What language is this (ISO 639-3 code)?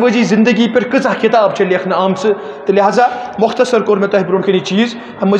kas